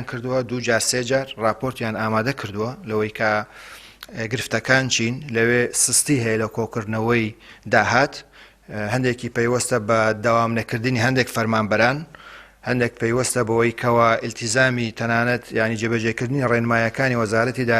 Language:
Central Kurdish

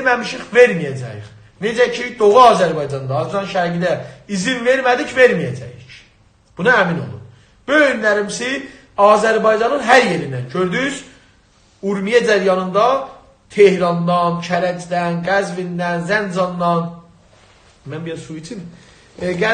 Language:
South Azerbaijani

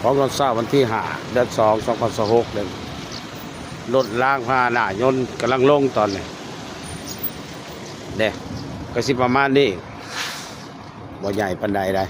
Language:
Lao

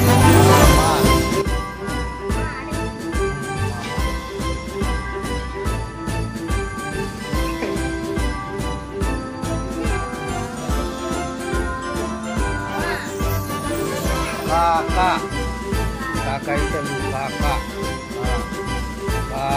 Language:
Marathi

